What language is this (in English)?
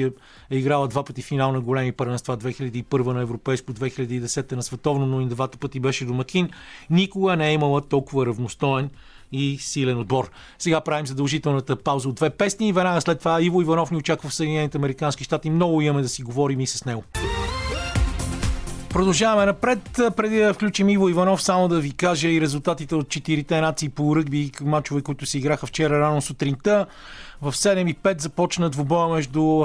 Bulgarian